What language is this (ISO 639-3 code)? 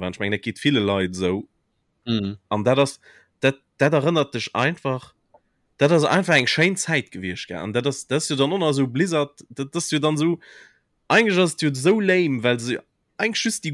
ltz